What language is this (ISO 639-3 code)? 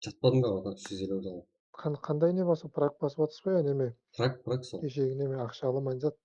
kaa